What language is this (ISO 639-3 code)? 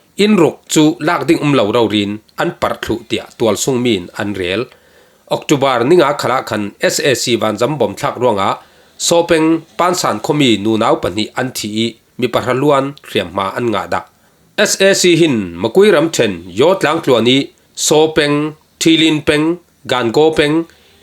cfm